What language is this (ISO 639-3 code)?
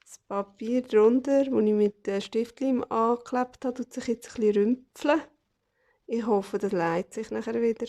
gsw